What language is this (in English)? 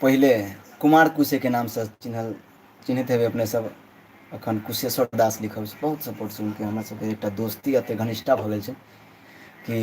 Maithili